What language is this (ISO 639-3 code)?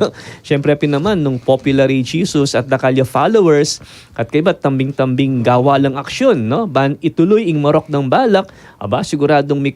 pam